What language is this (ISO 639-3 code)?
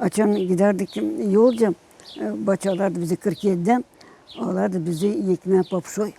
gag